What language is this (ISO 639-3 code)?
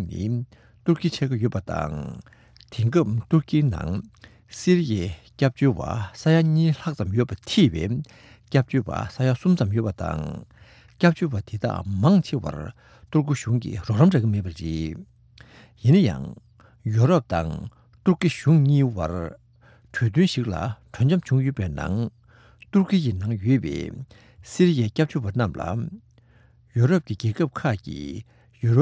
bod